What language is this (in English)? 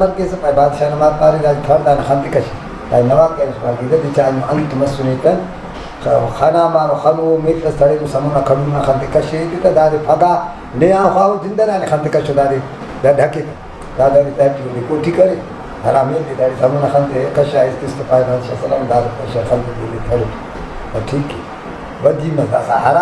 Brahui